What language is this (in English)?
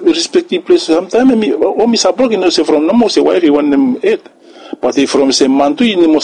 Bislama